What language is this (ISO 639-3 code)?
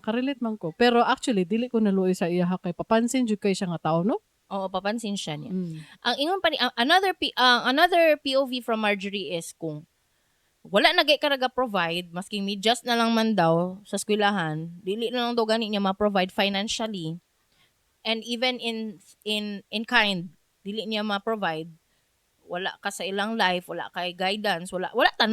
ceb